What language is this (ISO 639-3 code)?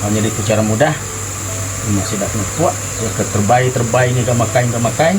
iba